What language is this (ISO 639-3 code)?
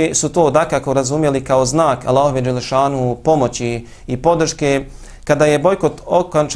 bos